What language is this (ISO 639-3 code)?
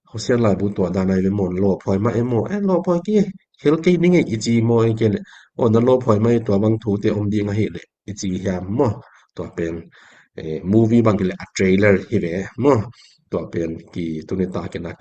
ctd